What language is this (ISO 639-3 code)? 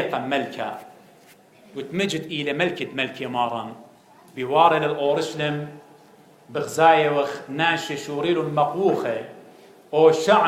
aii